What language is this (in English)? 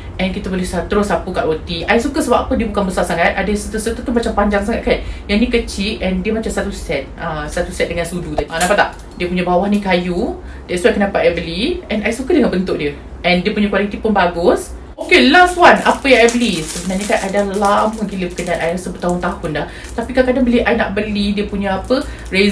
Malay